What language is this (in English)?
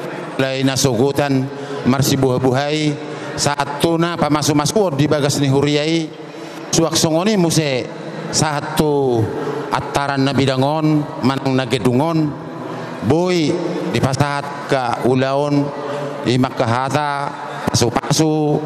Batak Toba